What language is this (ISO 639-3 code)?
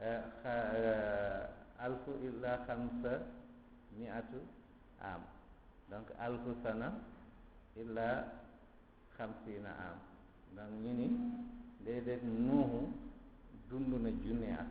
wol